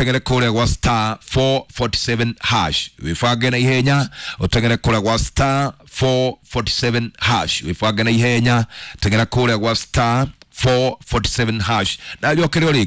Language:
Kikuyu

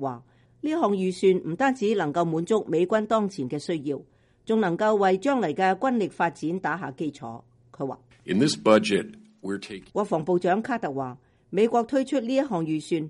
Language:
Cantonese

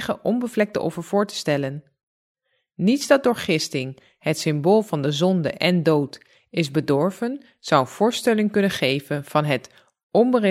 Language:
Dutch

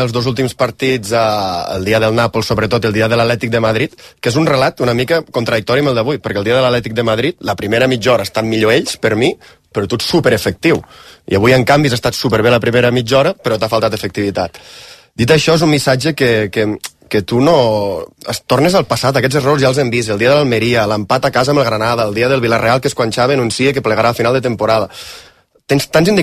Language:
Catalan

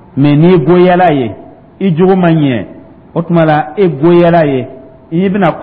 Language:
Dyula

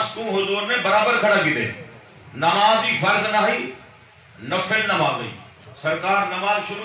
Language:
Saraiki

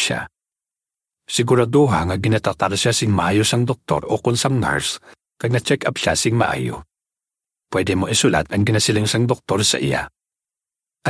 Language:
Hiligaynon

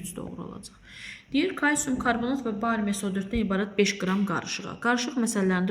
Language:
Azerbaijani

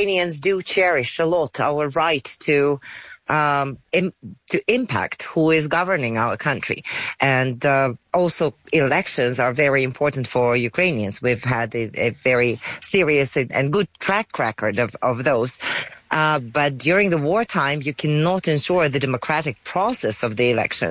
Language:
English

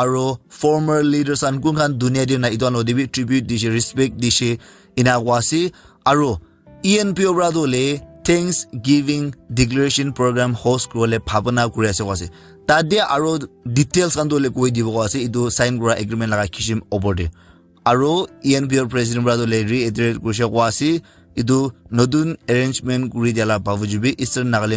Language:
Naga Pidgin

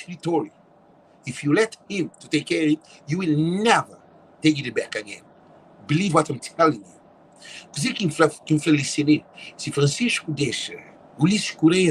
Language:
Kabuverdianu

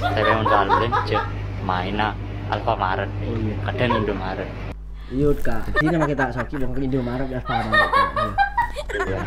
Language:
Madurese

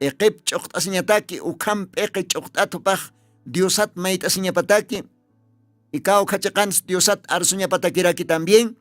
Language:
Aymara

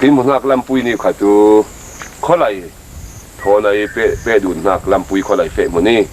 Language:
Falam Chin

